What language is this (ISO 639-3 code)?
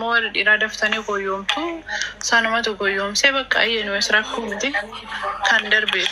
orm